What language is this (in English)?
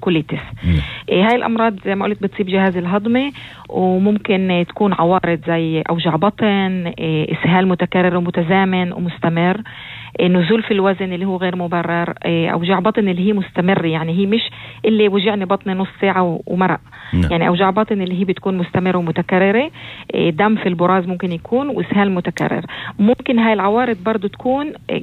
North Levantine Arabic